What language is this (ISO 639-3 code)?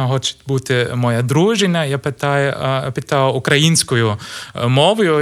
ukr